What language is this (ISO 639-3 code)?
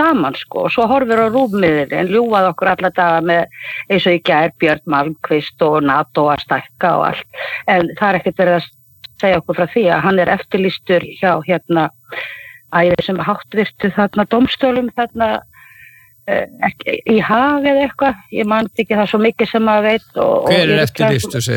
isl